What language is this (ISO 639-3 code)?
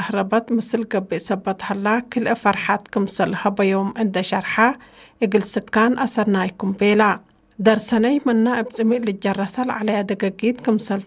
tig